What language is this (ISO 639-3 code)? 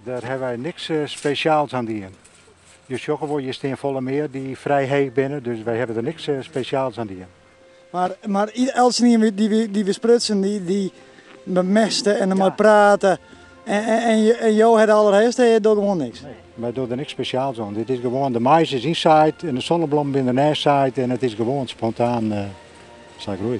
fry